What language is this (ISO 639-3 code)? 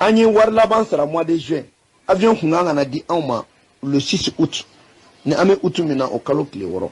bam